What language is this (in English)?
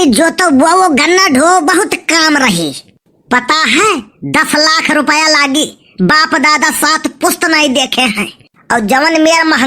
Awadhi